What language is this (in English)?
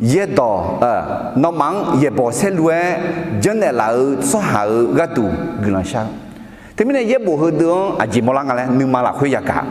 Akha